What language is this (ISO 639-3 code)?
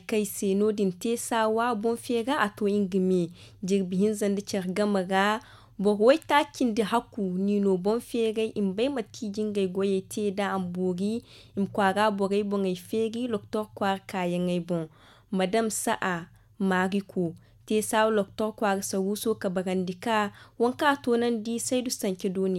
dje